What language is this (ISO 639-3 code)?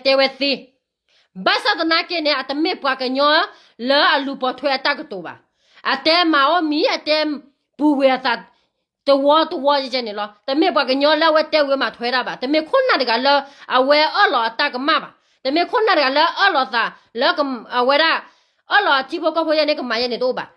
ksw